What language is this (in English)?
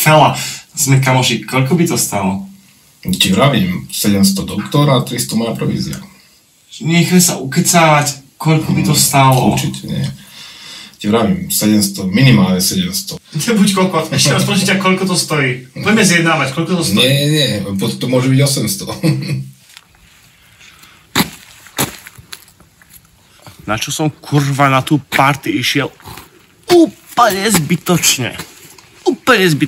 Slovak